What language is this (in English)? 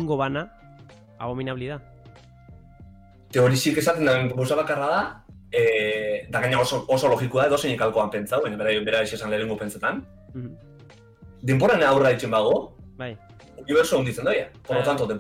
Basque